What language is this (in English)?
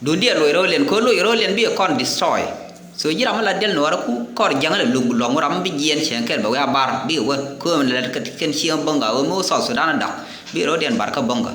Nuer